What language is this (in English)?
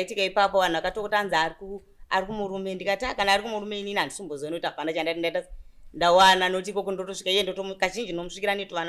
Shona